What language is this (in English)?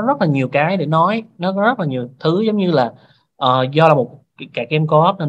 Vietnamese